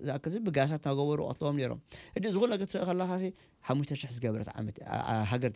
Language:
Tigrinya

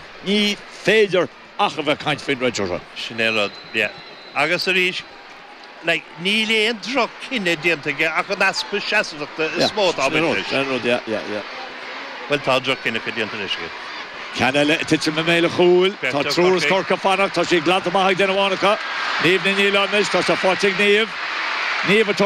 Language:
Irish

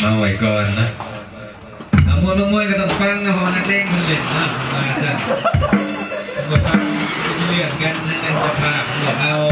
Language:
Lao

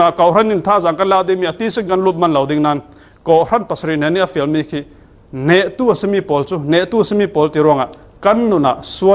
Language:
Falam Chin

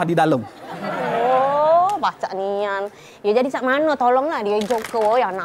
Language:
Musi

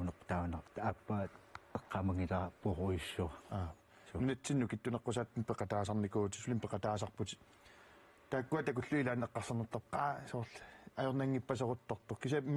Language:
Kalaallisut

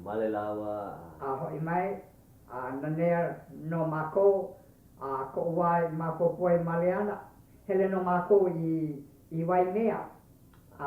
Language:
Hawaiian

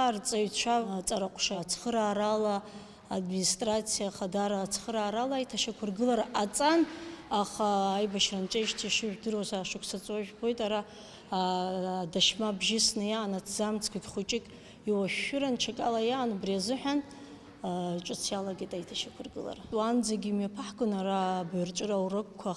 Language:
Abkhazian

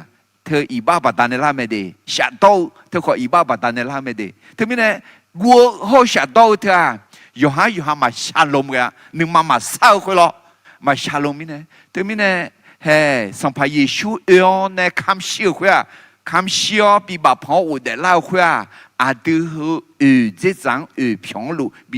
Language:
Akha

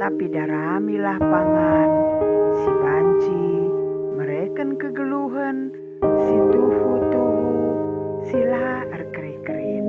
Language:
Batak Karo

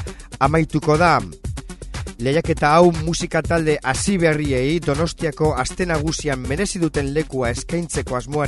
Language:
Basque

